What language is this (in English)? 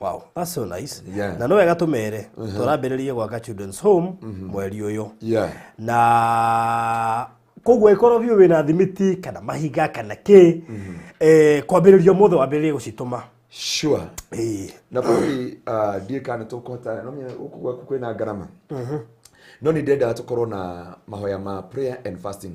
Kikuyu